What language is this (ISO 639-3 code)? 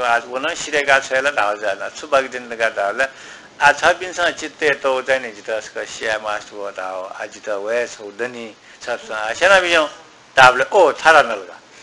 new